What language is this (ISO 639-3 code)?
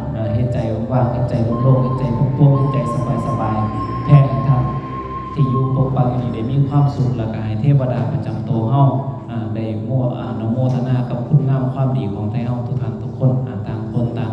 tts